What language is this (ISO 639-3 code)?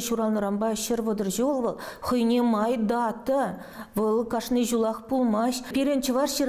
chv